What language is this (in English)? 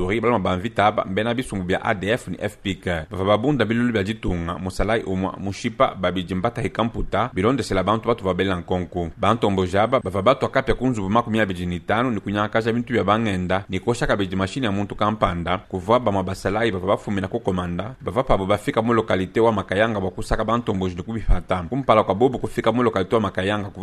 Luba-Lulua